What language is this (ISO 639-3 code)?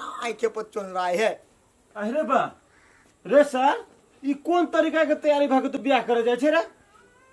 mai